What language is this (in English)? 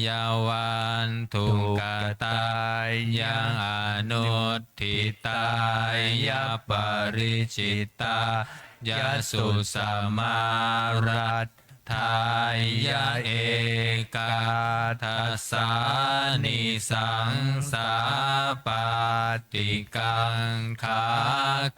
Pali